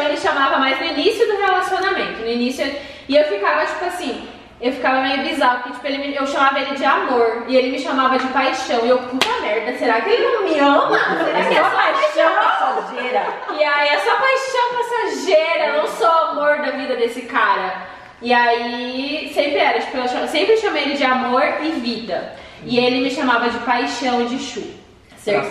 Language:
Portuguese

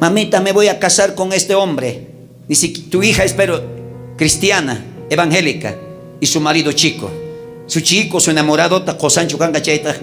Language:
South Bolivian Quechua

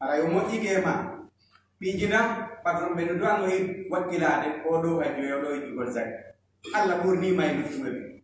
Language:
Fula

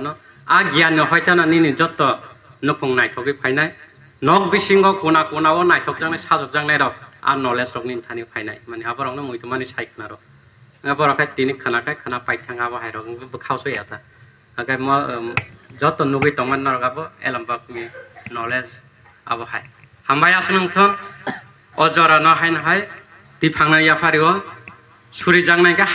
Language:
Kok Borok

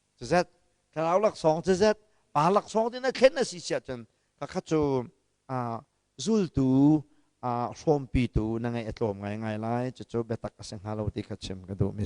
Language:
Hakha Chin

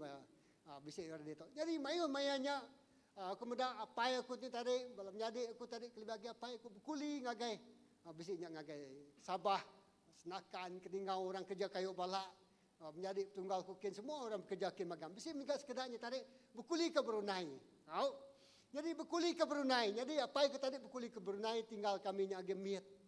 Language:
Iban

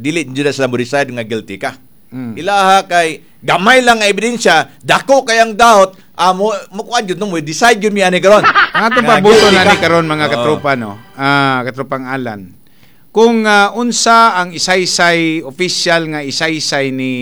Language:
Cebuano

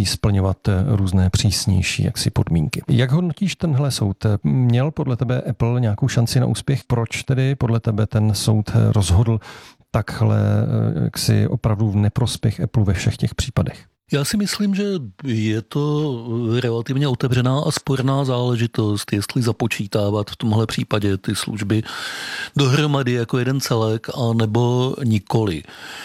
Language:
Czech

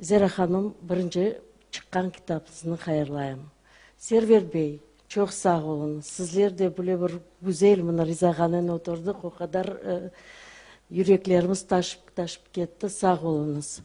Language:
Crimean Tatar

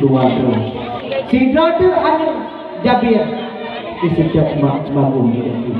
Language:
Achinese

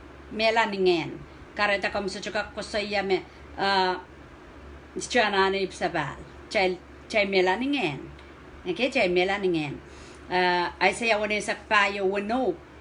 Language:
Pohnpeian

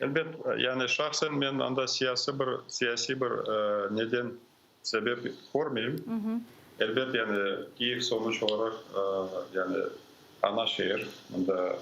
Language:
Crimean Tatar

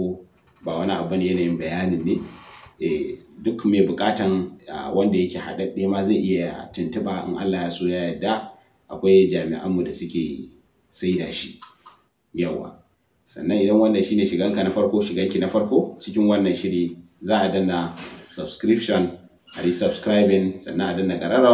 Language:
Hausa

